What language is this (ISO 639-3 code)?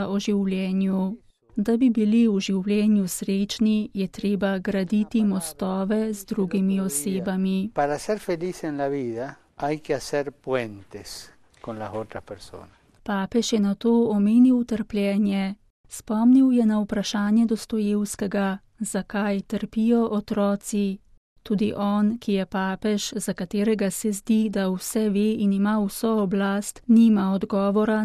slv